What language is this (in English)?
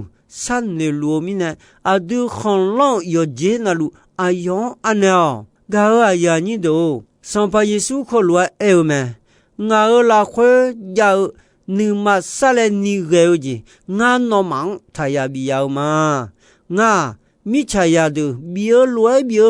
Akha